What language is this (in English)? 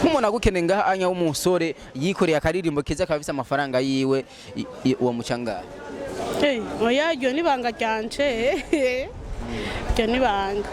Rundi